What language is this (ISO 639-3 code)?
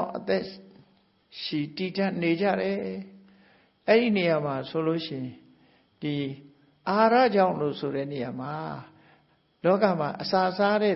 mya